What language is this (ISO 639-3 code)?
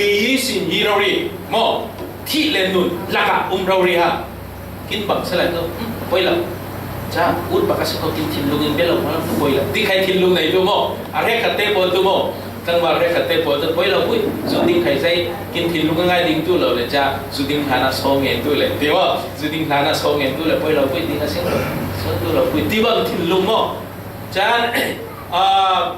cfm